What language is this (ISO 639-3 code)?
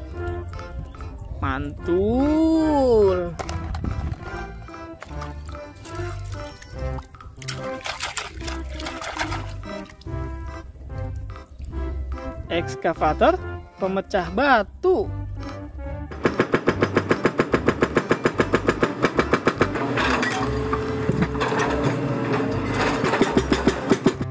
ind